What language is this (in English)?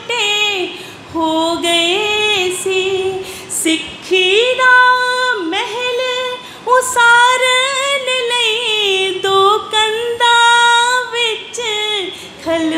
Punjabi